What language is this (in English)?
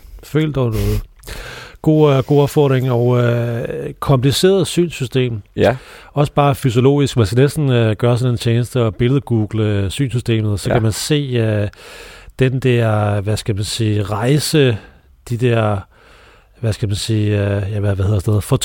Danish